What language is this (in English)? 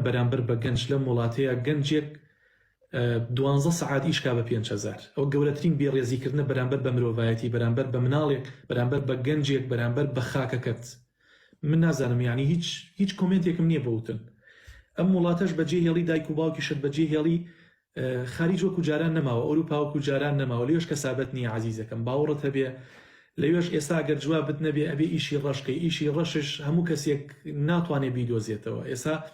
Central Kurdish